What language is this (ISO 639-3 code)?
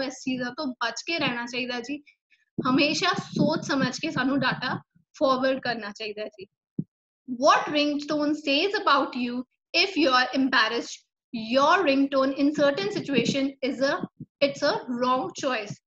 pan